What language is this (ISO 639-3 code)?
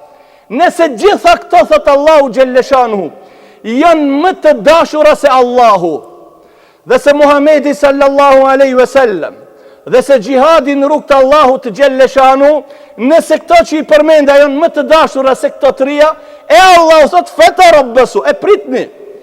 sqi